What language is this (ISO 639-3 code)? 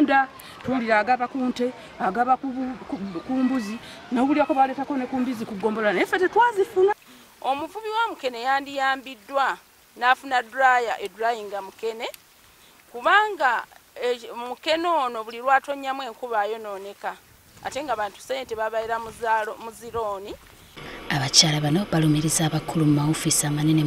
lug